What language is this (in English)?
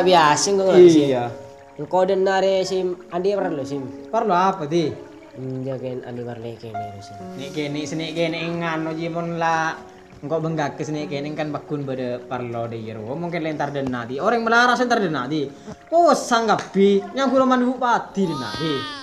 Madurese